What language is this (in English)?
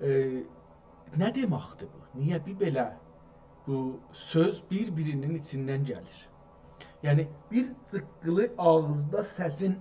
South Azerbaijani